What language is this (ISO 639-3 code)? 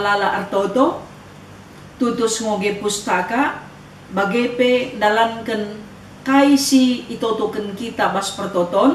btx